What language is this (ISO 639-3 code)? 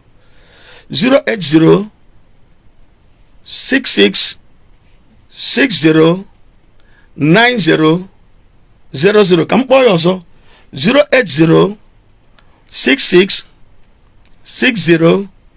ibo